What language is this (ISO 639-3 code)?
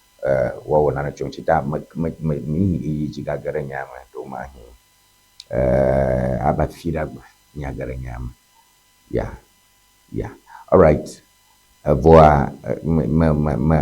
ewe